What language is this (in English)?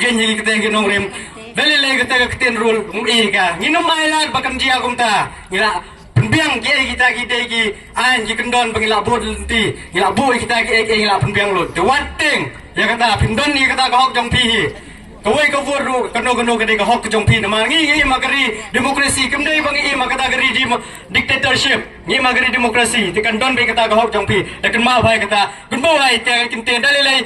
Khasi